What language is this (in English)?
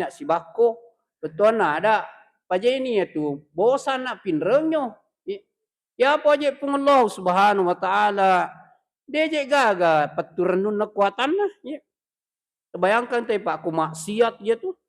Buginese